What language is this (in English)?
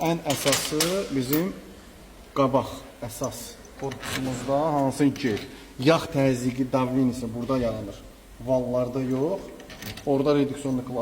Azerbaijani